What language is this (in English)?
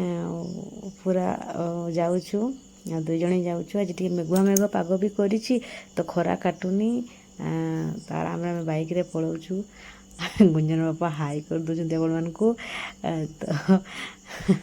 Odia